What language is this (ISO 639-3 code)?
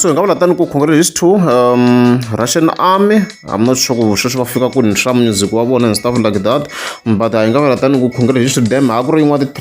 tso